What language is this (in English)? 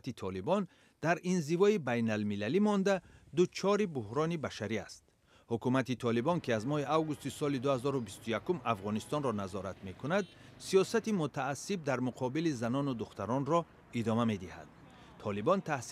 Tajik